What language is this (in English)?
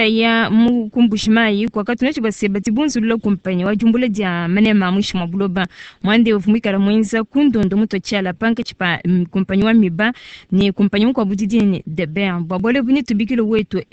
Luba-Lulua